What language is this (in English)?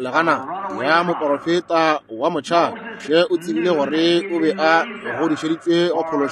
Northern Sotho